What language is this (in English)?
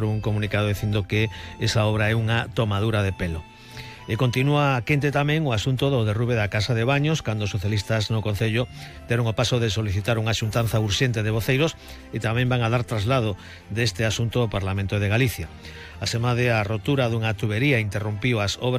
Galician